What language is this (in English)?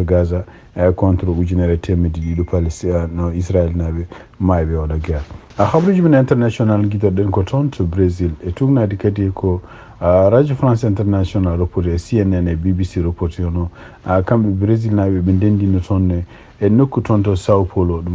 Fula